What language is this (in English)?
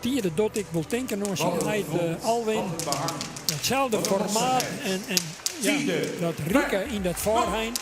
Western Frisian